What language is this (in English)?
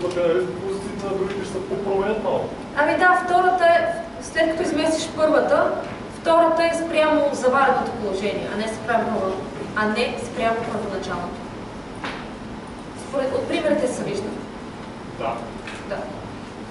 Bulgarian